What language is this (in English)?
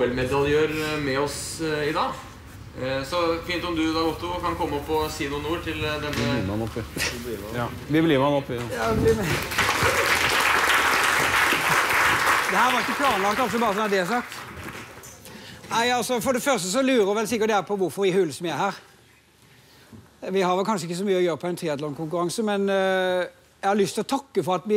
Norwegian